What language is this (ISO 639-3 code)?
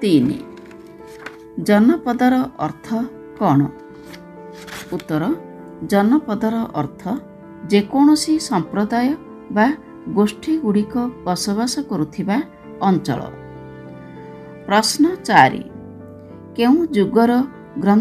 ori